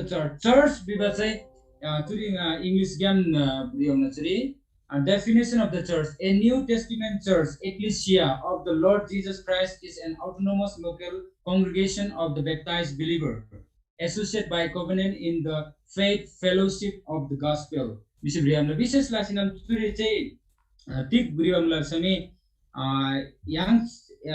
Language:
Eastern Tamang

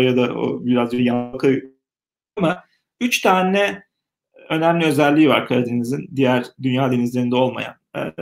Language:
Turkish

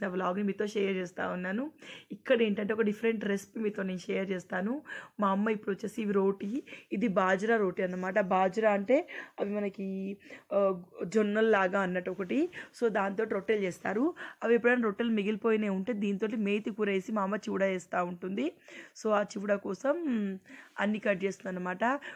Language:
Telugu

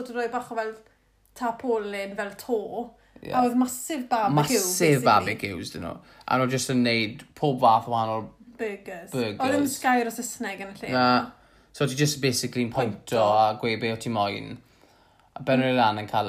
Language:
Welsh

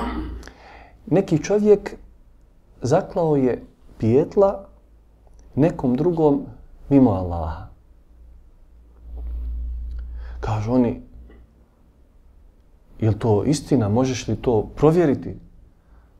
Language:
Bosnian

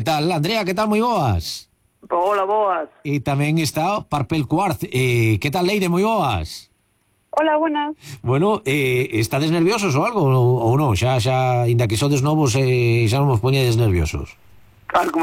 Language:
Galician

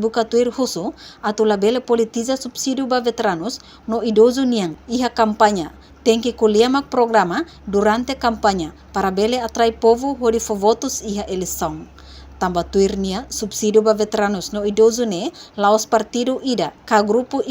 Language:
Tetum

